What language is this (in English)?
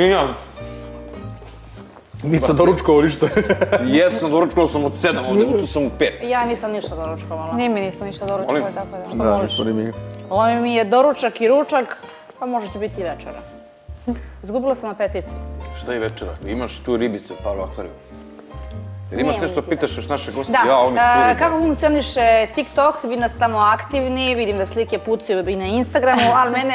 Bosnian